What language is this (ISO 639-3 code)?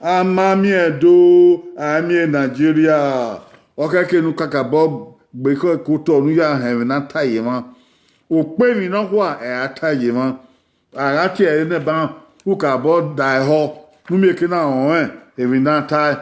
bin